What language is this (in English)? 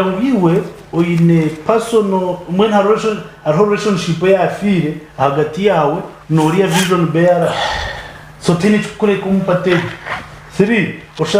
Nyankole